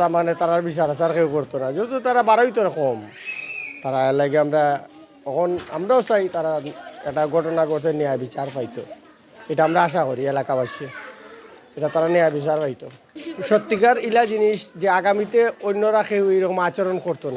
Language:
Sylheti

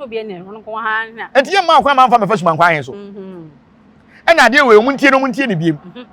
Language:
Akan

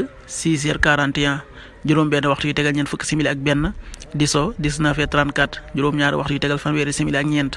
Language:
Wolof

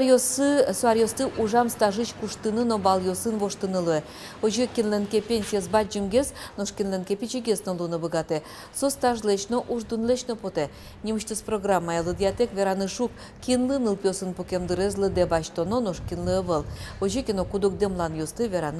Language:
Udmurt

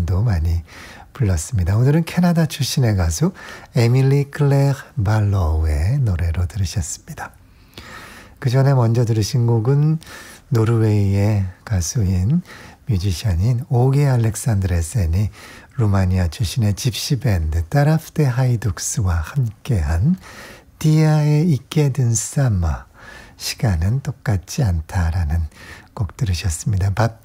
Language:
Korean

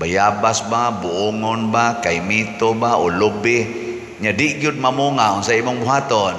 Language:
Cebuano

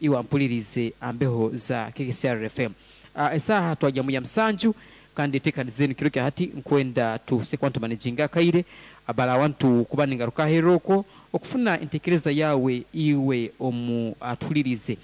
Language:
Nyoro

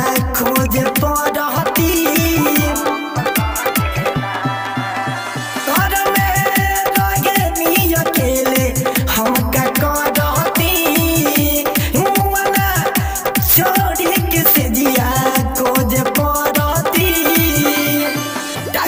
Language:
Bhojpuri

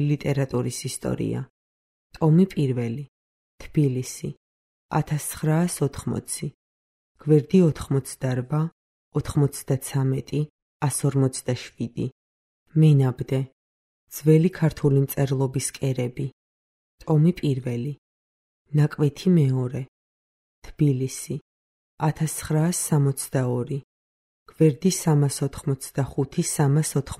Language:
Georgian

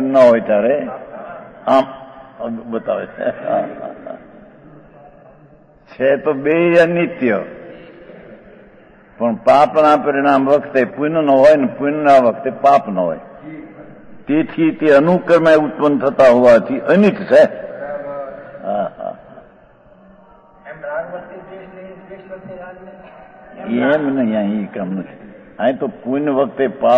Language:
Gujarati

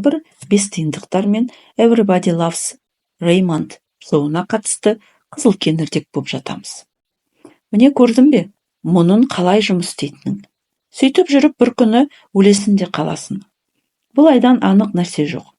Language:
Kazakh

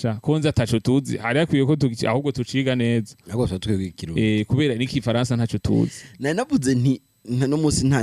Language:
Rundi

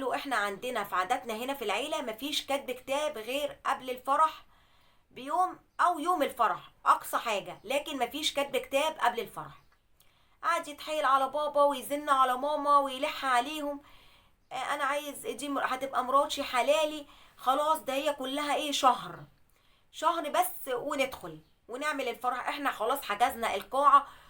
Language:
Egyptian Arabic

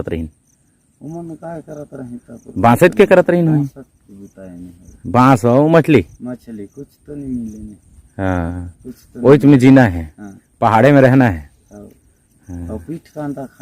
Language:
Chhattisgarhi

